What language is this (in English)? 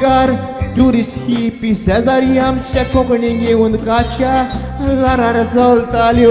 Konkani